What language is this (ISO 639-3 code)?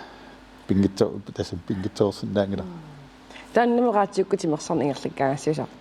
kal